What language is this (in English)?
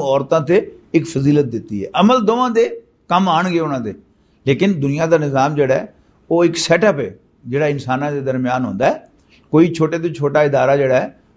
Western Panjabi